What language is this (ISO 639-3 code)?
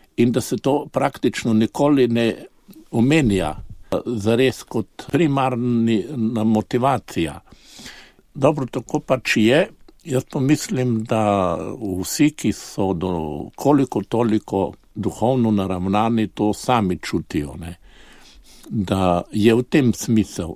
slv